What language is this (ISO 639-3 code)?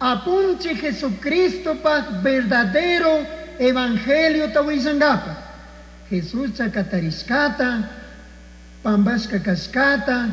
qug